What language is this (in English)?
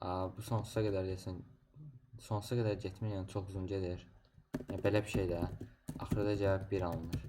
Azerbaijani